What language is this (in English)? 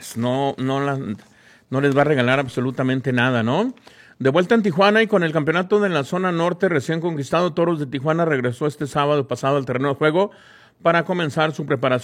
Spanish